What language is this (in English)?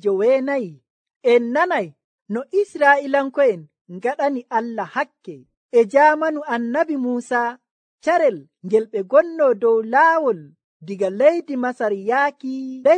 Nigerian Fulfulde